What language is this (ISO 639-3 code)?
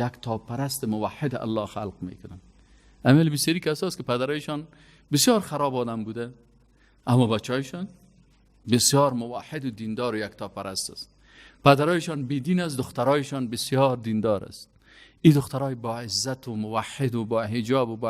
fas